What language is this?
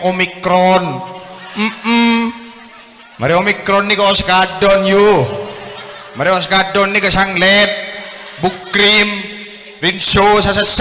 Madurese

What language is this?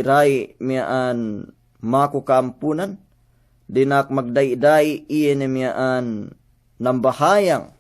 Yakan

